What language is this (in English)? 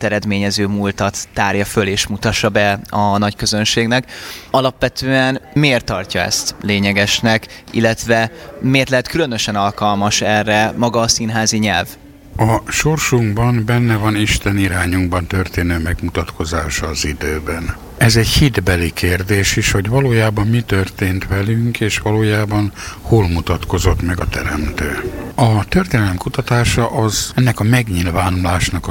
Hungarian